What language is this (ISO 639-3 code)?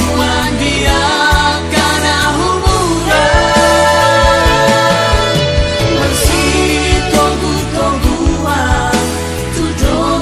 bbc